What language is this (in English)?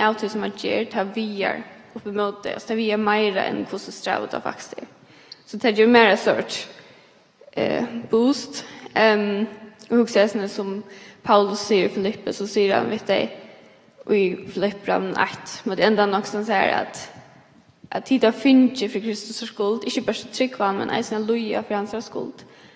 Faroese